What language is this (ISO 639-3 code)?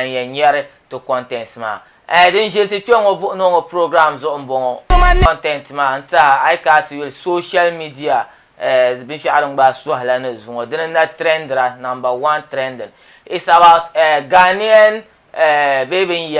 dag